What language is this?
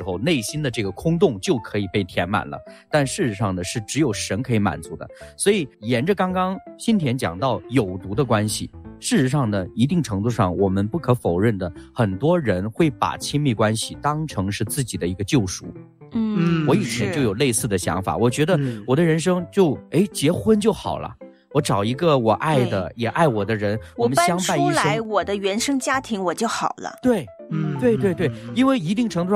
Chinese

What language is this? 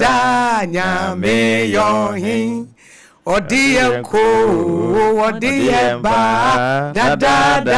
Akan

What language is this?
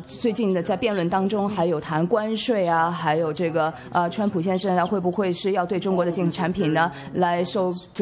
Chinese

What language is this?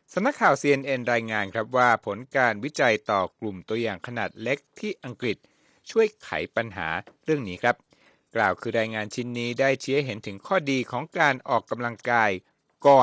Thai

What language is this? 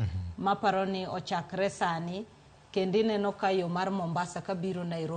Luo (Kenya and Tanzania)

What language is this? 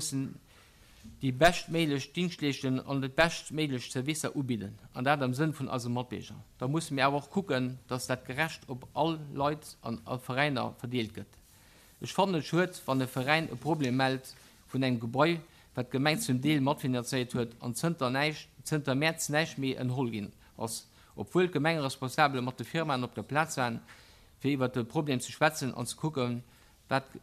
Luxembourgish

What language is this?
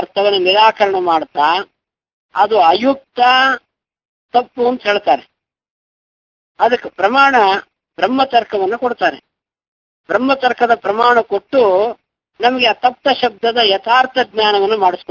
Kannada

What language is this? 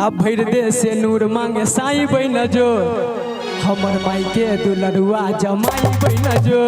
Maithili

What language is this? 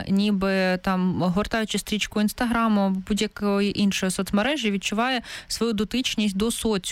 Ukrainian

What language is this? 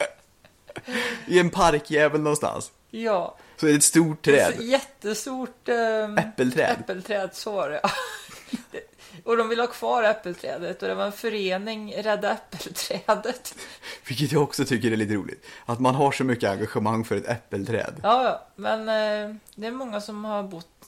Swedish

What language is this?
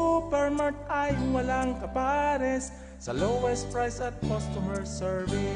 Bikol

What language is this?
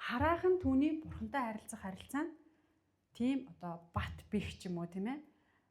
Mongolian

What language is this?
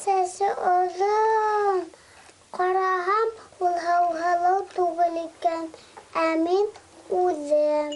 Bashkir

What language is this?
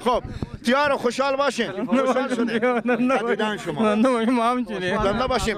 Persian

